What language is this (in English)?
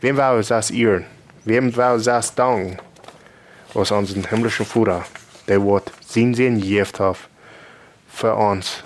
Plautdietsch